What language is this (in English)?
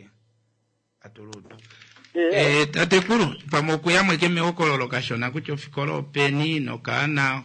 Kuanyama